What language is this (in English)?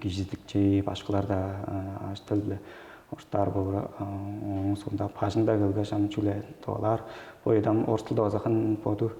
Tuvinian